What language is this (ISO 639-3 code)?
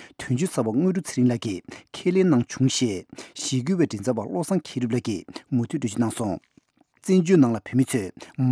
bod